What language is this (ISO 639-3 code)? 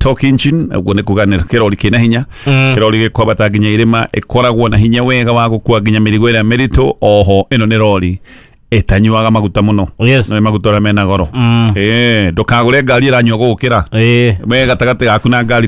kik